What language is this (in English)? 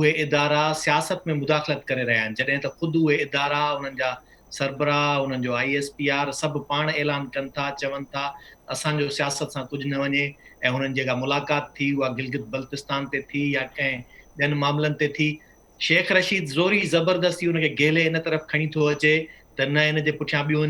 Sindhi